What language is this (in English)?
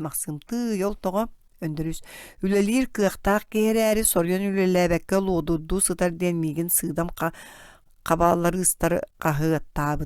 Yakut